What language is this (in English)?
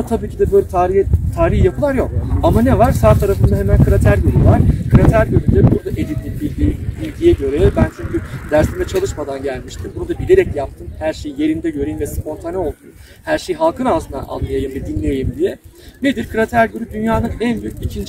Turkish